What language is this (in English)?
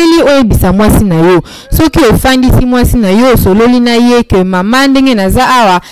Lingala